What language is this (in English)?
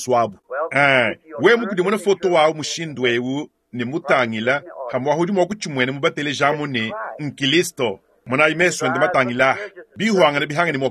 Luba-Lulua